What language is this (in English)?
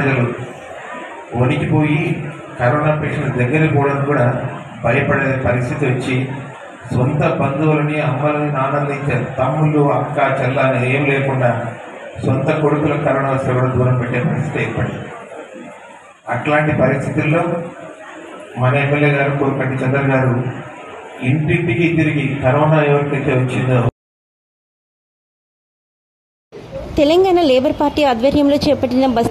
Telugu